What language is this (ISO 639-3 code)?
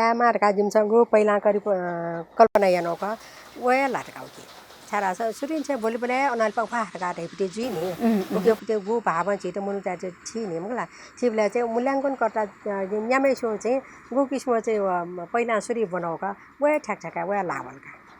new